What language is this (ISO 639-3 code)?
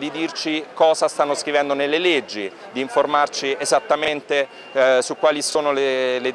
ita